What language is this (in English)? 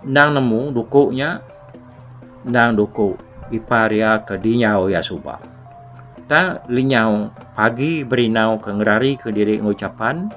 Iban